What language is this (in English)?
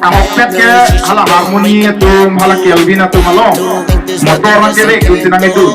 Karbi